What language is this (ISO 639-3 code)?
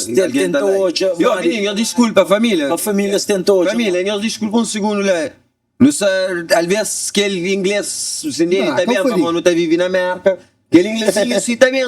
kea